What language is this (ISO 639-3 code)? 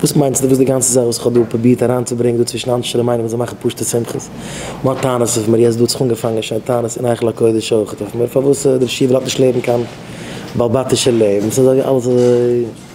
yid